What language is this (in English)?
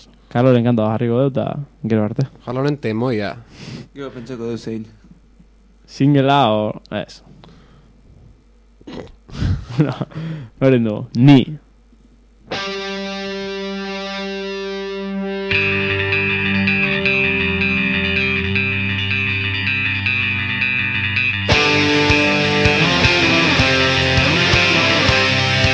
Basque